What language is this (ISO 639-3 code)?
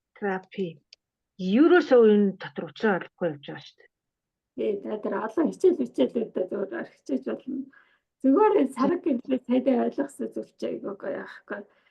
mon